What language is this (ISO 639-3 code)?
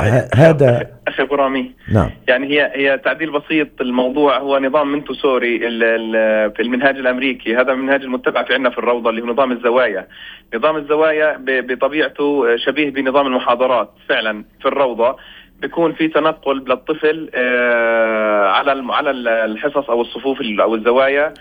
apc